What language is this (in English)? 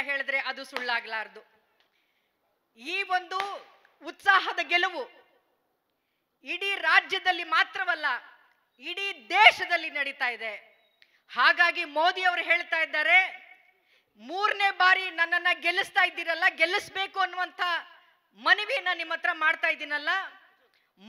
Kannada